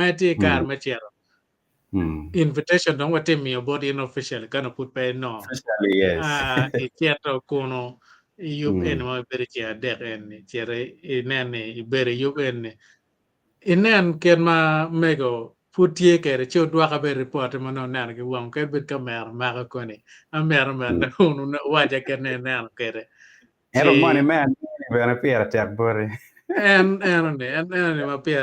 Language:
Acoli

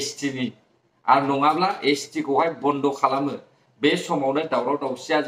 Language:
Bodo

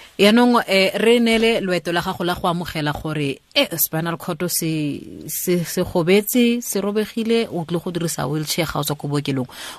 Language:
Tswana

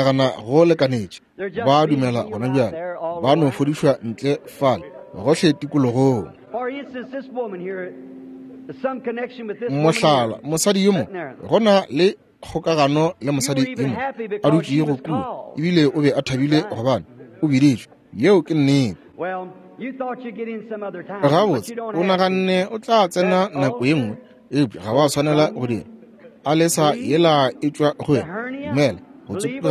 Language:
Northern Sotho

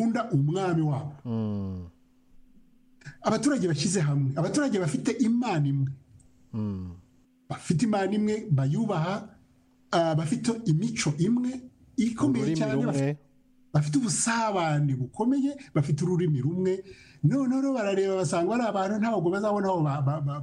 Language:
Kinyarwanda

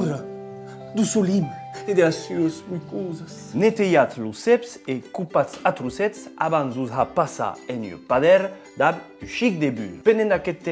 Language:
Occitan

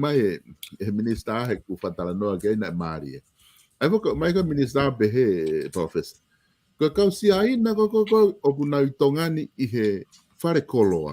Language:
Tongan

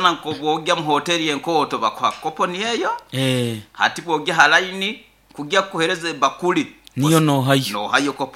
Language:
Nyoro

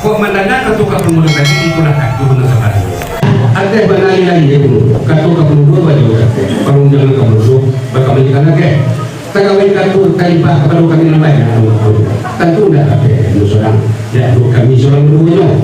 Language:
Minangkabau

